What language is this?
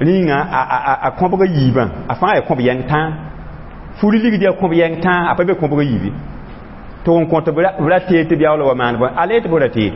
Mossi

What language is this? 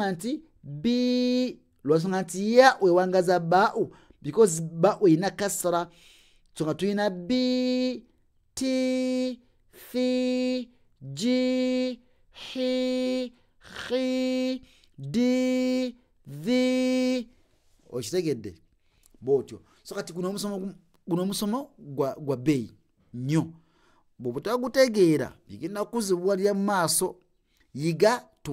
Ganda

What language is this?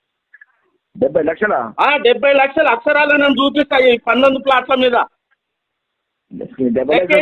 Telugu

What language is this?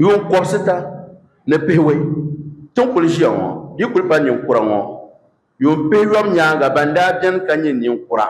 Dagbani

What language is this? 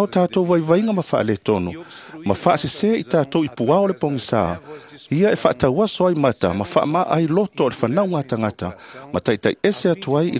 Samoan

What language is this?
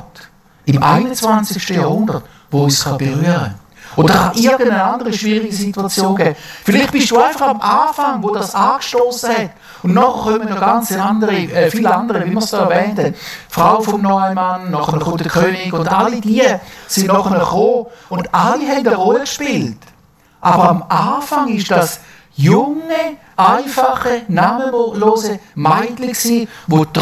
Swiss German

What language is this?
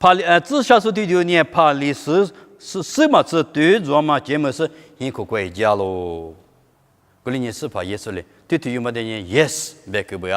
Lisu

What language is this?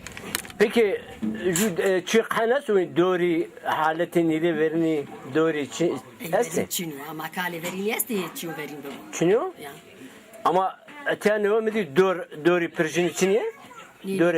Zaza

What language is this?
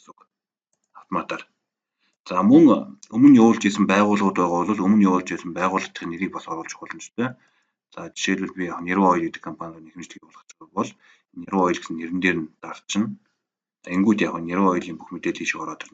Mongolian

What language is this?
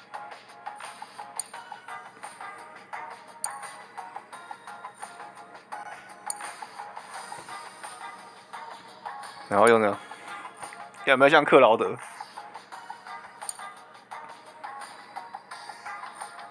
Chinese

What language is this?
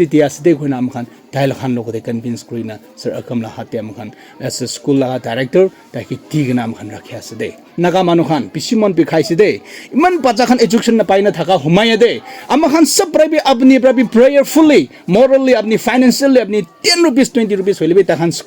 Naga Pidgin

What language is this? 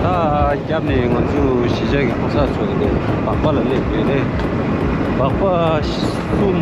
Tibetan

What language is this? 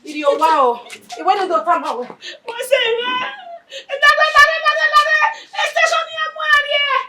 Bini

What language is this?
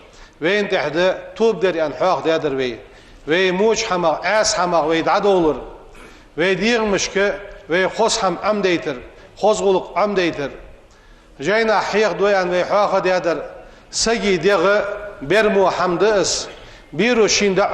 Ingush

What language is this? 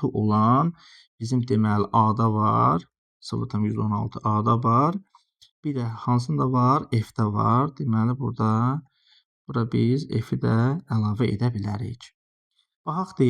Azerbaijani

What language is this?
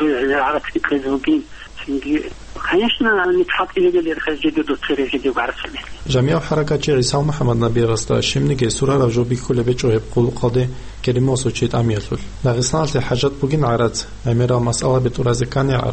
Avaric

